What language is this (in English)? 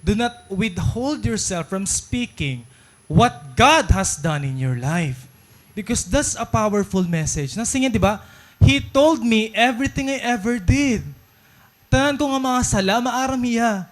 Waray